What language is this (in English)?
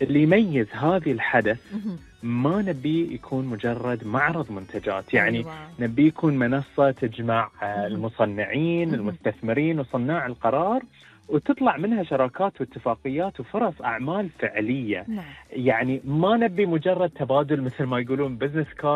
Gulf Arabic